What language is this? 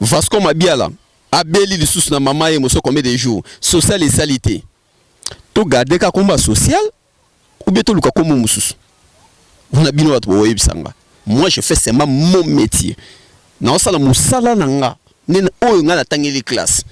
Lingala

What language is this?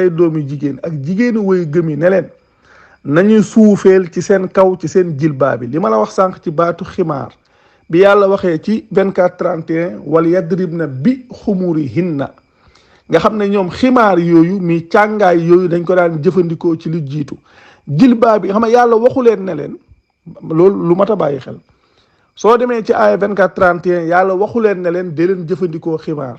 Wolof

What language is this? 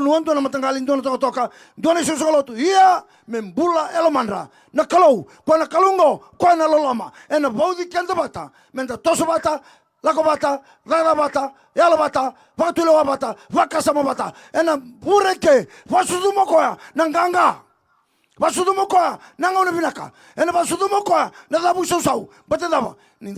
Fijian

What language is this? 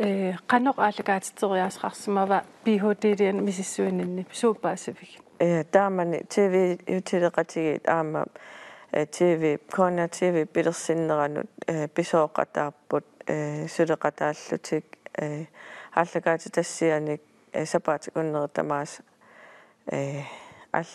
Kalaallisut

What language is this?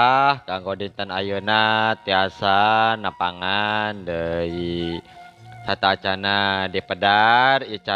Sundanese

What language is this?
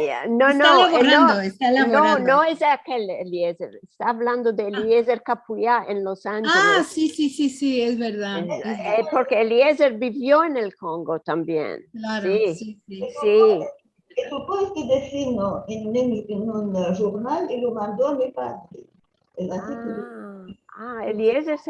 Ladino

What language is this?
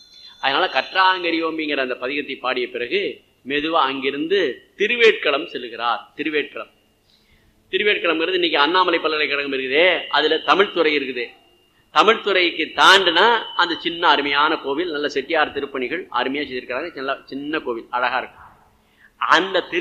Tamil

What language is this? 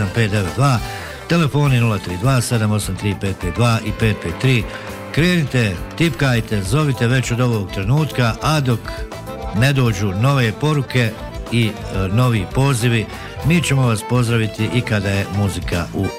Bosnian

